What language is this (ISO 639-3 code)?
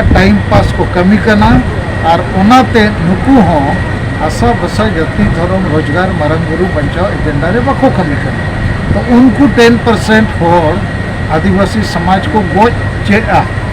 sat